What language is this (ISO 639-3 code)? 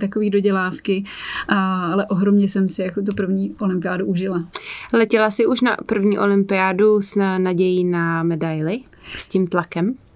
ces